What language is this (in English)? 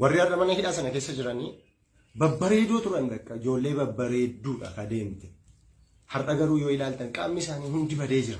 Oromo